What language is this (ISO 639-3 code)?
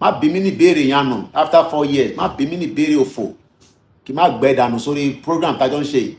yor